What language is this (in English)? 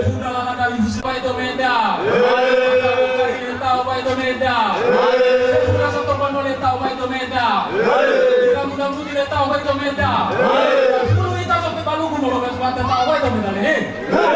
Nias